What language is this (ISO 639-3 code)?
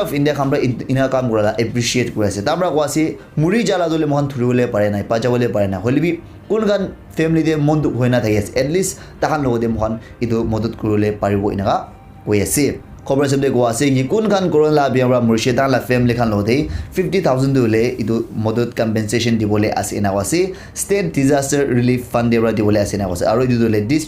nag